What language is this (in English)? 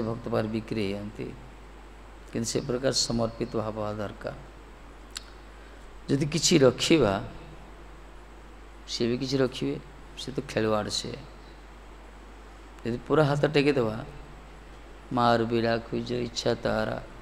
Odia